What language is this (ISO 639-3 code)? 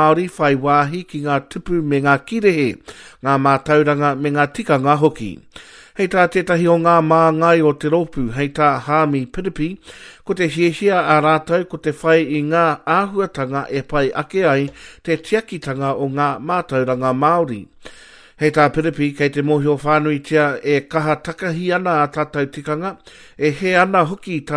mri